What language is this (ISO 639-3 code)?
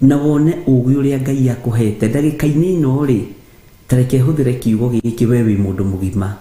kik